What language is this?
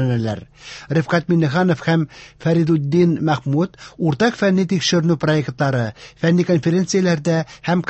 Tatar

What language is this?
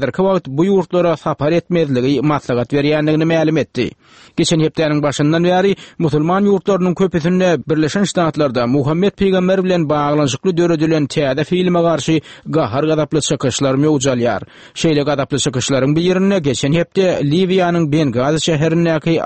Turkmen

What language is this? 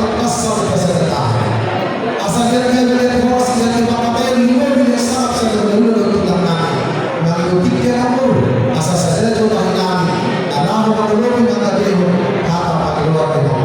Batak Toba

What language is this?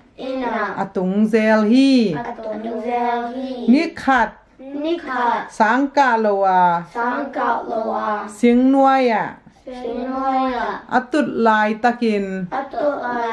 Tedim Chin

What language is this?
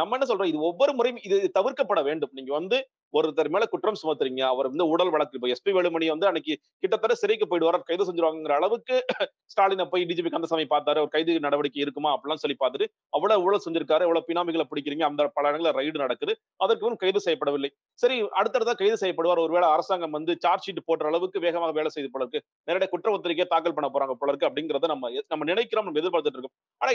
Tamil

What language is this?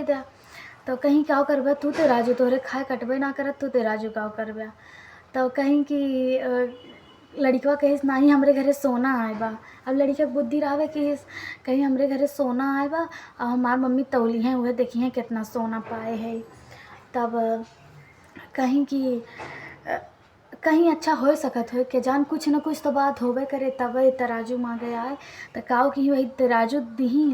Awadhi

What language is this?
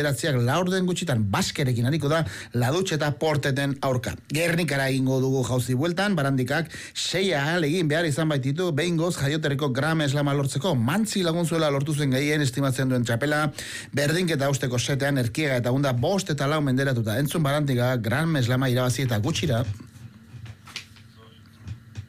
Basque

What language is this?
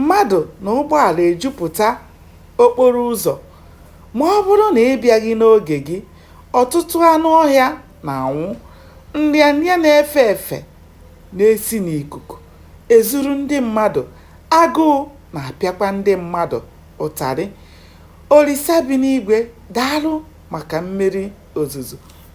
Igbo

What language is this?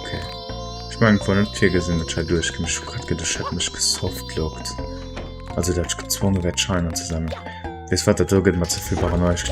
Luxembourgish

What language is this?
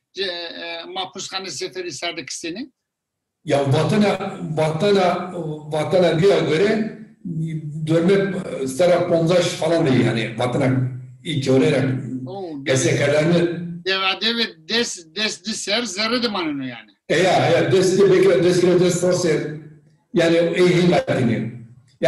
Zaza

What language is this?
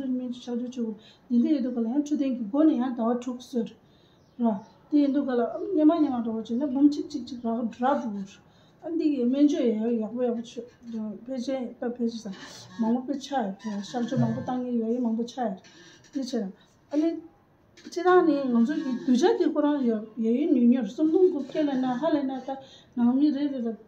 Tibetan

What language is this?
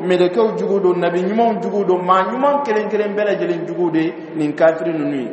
Dyula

